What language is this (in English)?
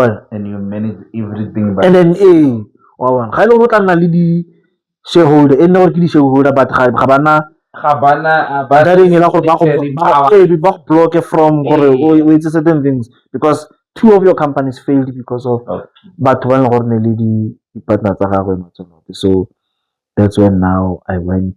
Tswana